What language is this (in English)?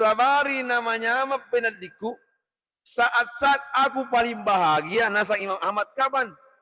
Buginese